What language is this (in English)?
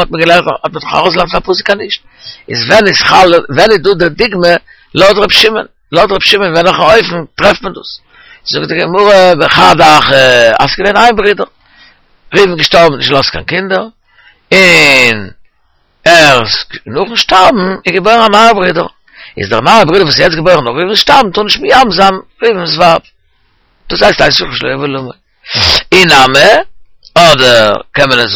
Yiddish